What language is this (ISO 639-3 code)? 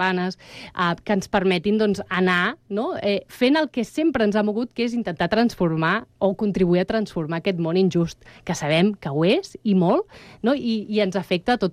cat